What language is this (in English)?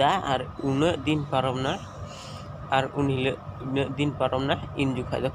Santali